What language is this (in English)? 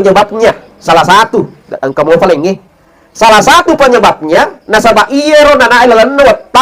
Buginese